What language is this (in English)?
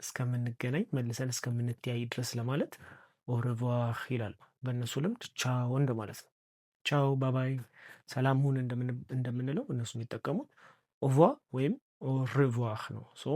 Amharic